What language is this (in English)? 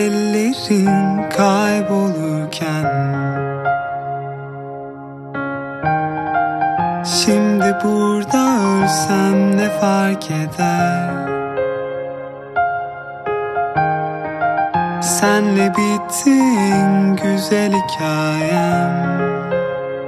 Turkish